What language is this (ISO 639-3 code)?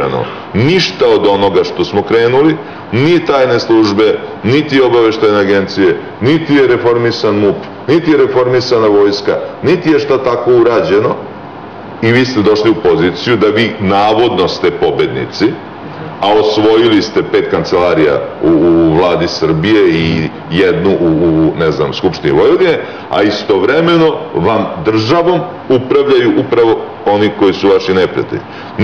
srp